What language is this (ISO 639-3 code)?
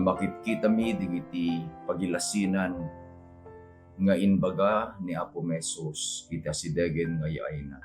ilo